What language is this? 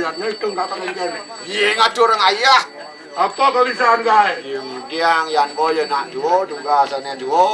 Balinese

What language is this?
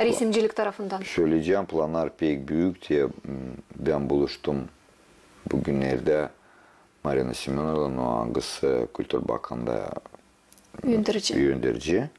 Gagauz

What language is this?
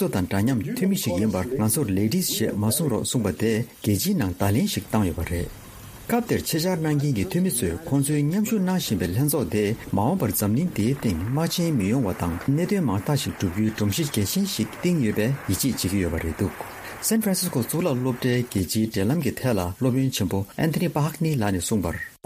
Tibetan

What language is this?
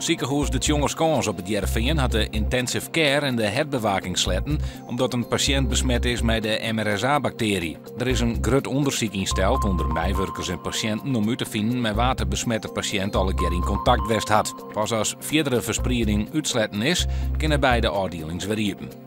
Western Frisian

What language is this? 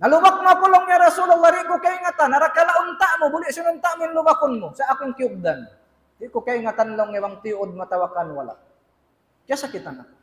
Tausug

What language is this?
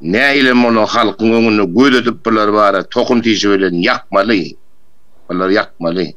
Turkmen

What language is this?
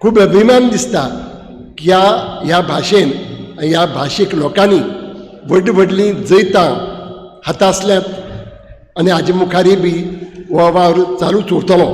Konkani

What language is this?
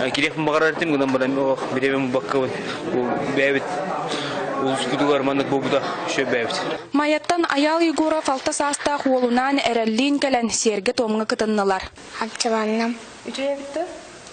Yakut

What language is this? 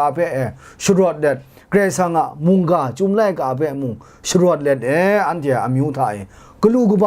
Kachin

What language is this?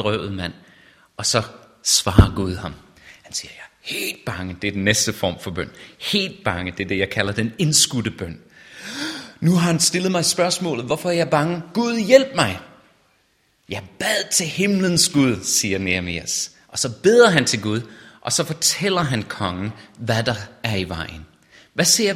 Danish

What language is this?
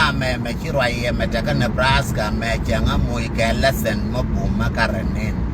Nuer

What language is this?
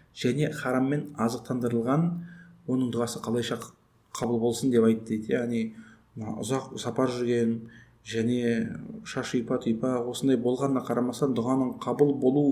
Kazakh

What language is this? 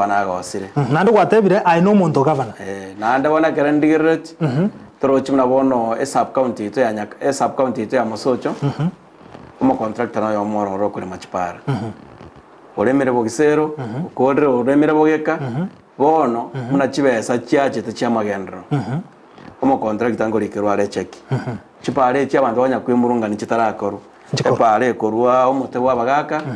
Gusii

